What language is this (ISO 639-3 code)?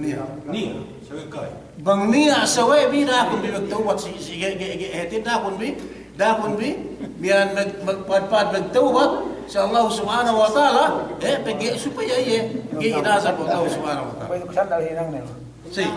yka